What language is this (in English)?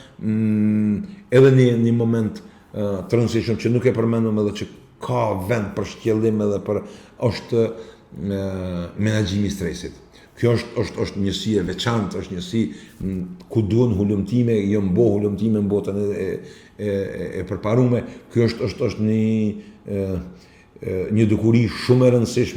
Albanian